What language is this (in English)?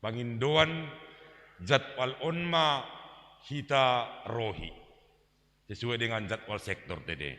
Batak Simalungun